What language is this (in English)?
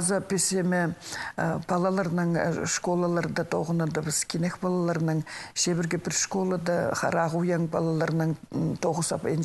Khakas